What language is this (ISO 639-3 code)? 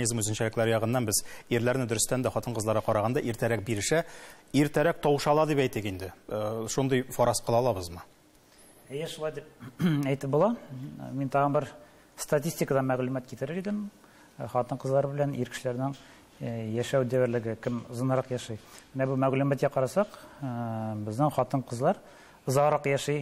tat